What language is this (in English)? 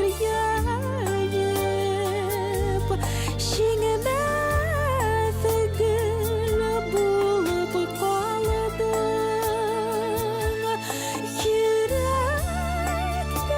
Bashkir